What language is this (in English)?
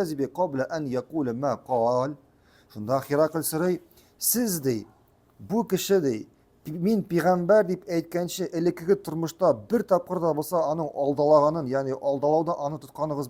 Tatar